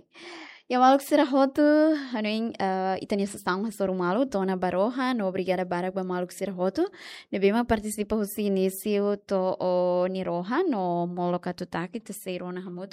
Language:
Tetum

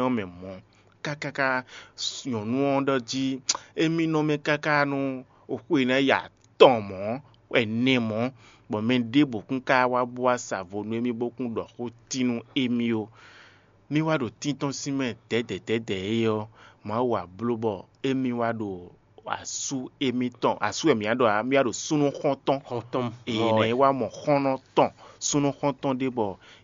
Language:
Fon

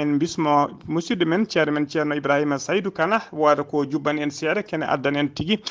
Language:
Fula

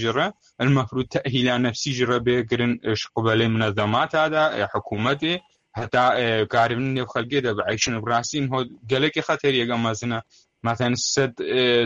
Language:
Kurdish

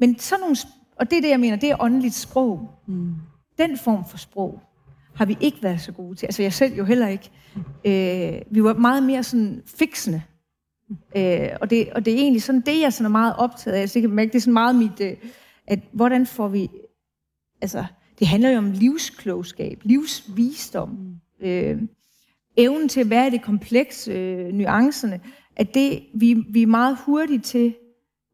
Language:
Danish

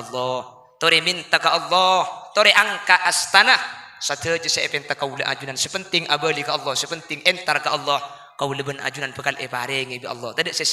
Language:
Madurese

